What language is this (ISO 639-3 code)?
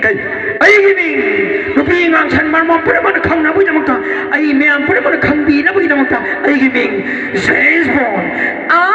mni